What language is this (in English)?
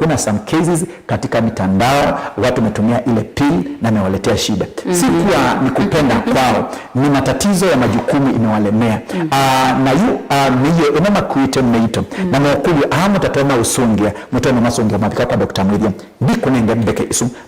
Kamba